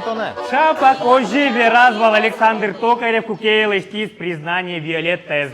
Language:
Udmurt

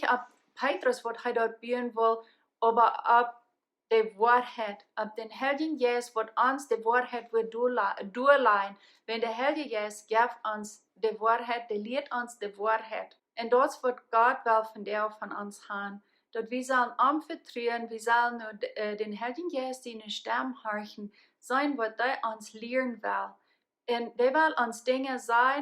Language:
Plautdietsch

